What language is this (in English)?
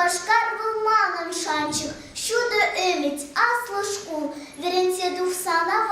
Chuvash